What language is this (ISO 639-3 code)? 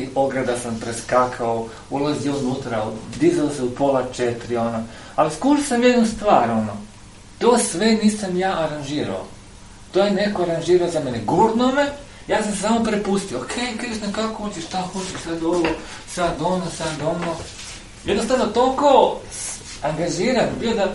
hrv